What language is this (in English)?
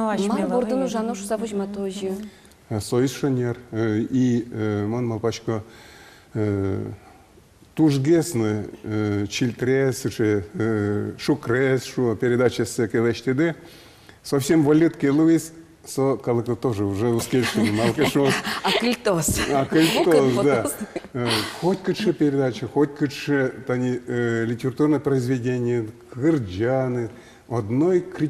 Udmurt